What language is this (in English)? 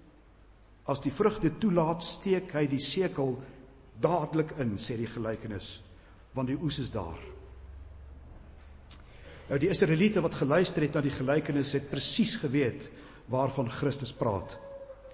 Afrikaans